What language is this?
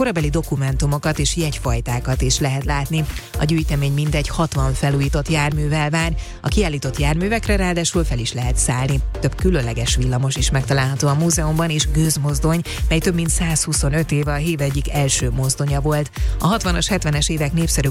Hungarian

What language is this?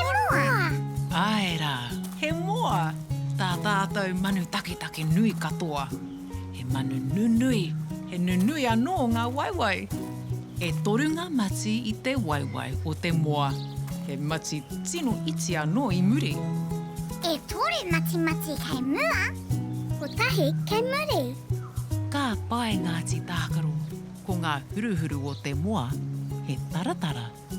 Māori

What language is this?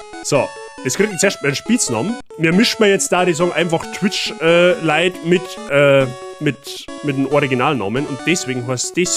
Bavarian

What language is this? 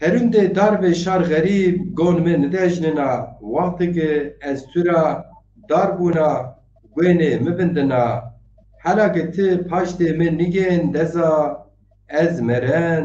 Zaza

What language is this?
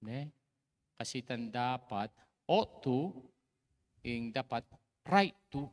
Pampanga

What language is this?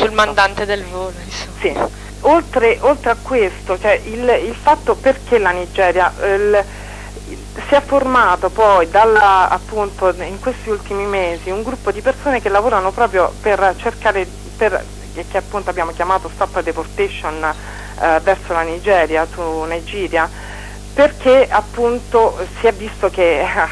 Italian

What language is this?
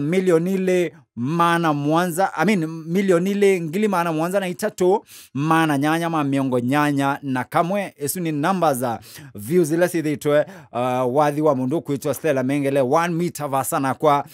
Kamba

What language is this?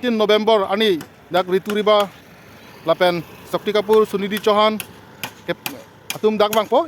Karbi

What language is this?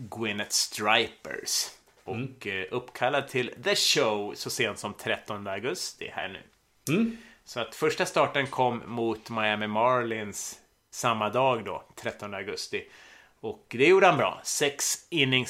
Swedish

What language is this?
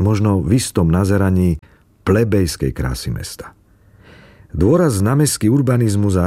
Slovak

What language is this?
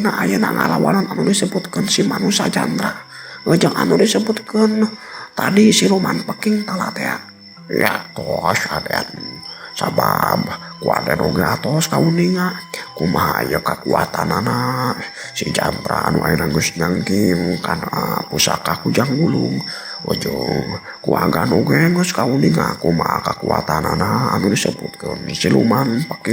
Sundanese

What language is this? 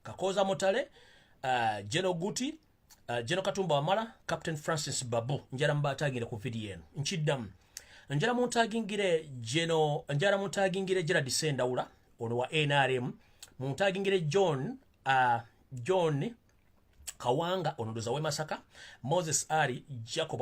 Ganda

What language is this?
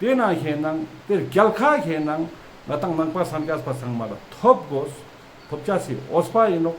Ladakhi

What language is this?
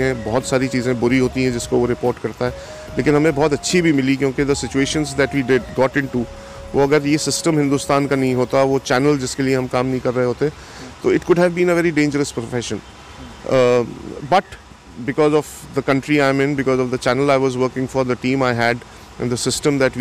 Hindi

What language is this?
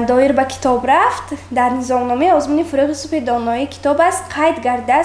Tajik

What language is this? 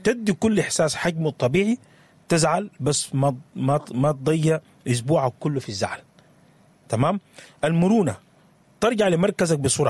Sudanese Arabic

